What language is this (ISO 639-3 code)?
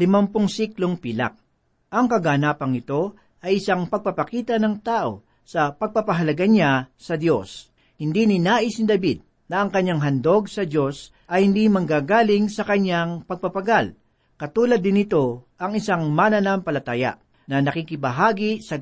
fil